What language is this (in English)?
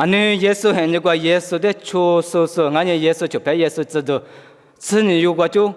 Lisu